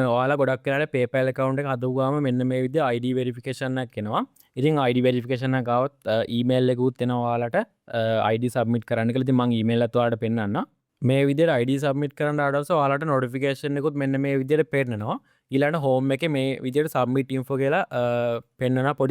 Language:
Sinhala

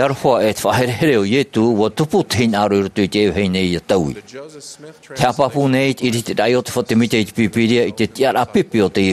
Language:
Tahitian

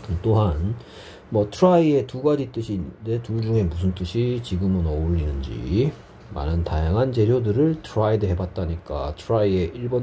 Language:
Korean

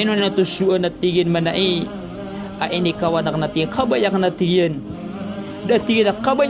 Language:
Maranao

